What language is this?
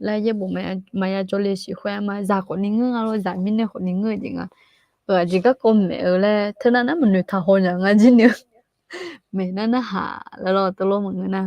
Akha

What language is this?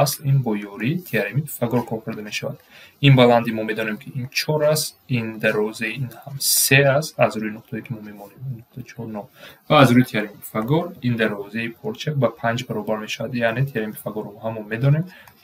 Tajik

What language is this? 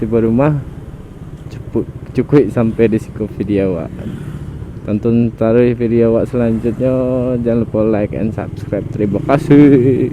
Minangkabau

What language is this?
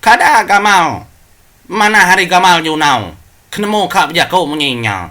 Iban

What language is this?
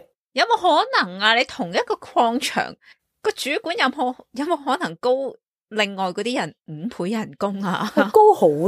Cantonese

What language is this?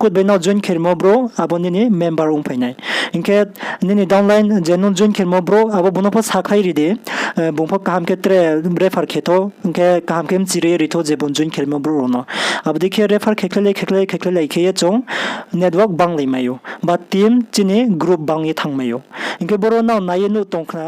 Riang (India)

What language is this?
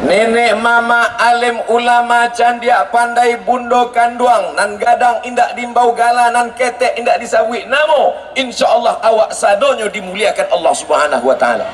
Minangkabau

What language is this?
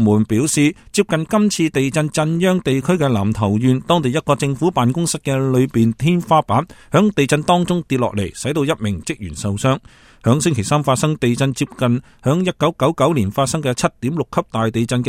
Cantonese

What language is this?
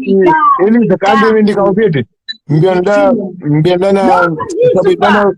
Kabuverdianu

